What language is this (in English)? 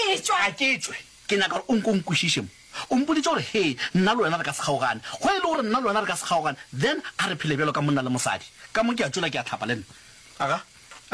Northern Sotho